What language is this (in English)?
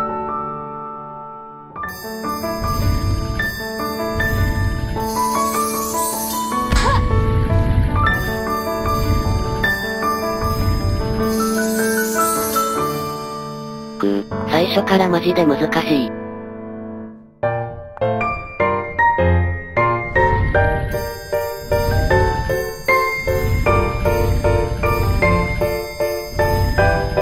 Japanese